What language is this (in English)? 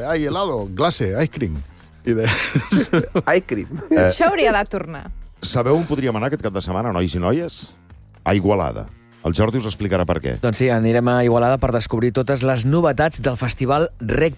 Catalan